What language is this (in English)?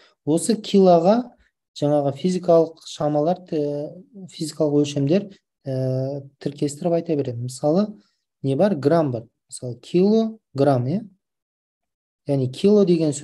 Kazakh